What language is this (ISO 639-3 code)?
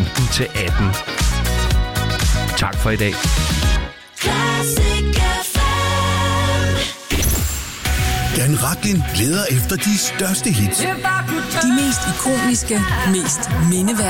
dan